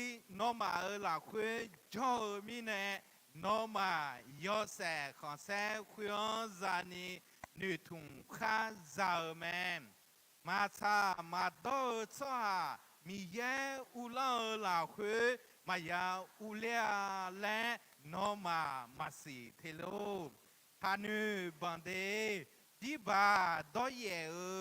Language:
Akha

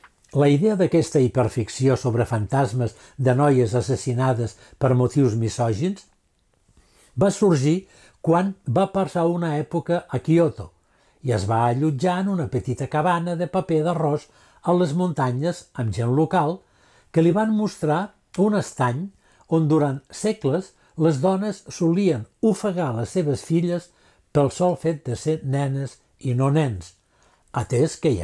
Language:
Catalan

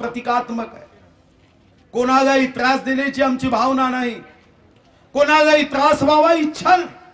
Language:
Marathi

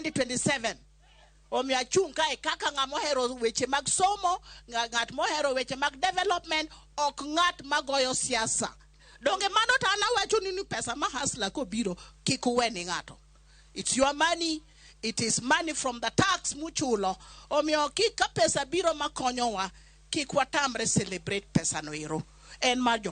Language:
Luo (Kenya and Tanzania)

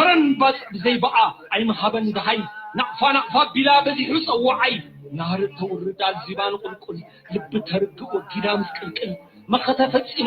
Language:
Tigrinya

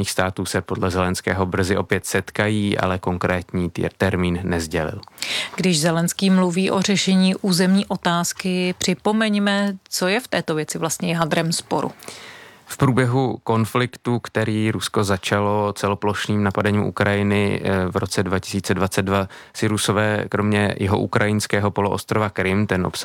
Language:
Czech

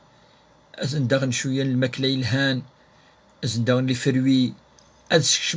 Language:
Kabyle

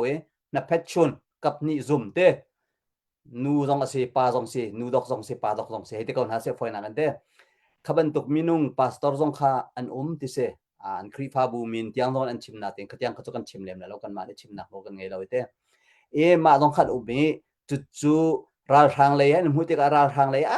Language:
Hakha Chin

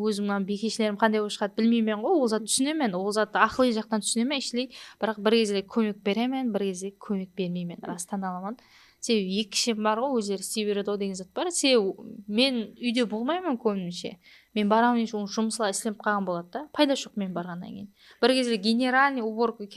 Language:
Kara-Kalpak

